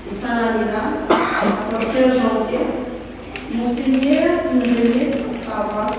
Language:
Morisyen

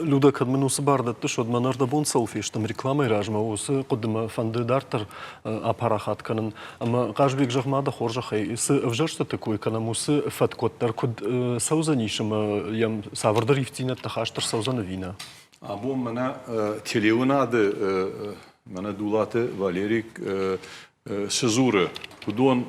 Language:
Ossetic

